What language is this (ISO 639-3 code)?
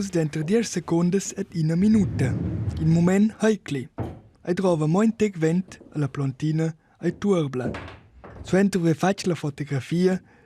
roh